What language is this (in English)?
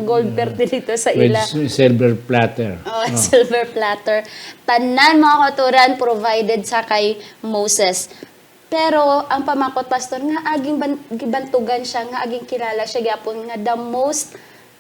Hiligaynon